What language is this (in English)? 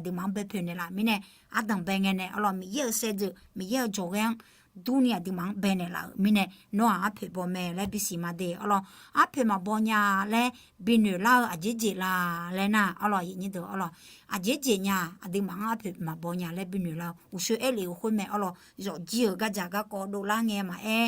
Akha